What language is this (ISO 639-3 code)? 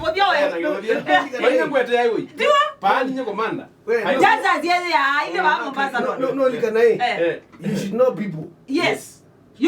kam